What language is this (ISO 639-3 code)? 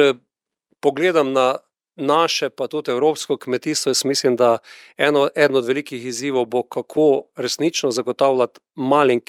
slv